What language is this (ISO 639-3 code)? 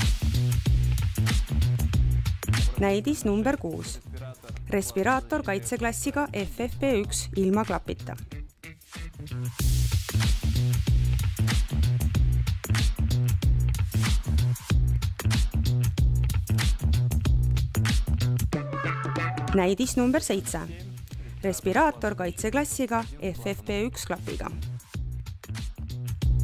est